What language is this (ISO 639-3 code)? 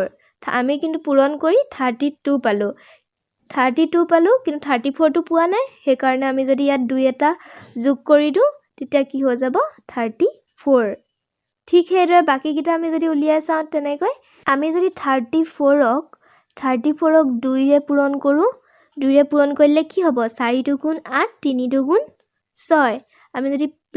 asm